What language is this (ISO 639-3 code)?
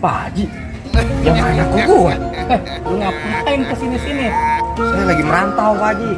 bew